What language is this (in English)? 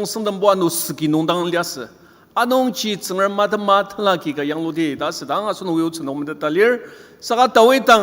Ao Naga